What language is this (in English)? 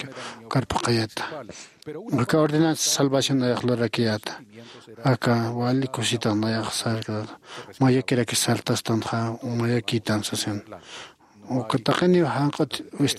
Aymara